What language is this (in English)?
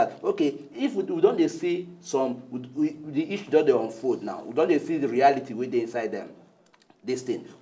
Nigerian Pidgin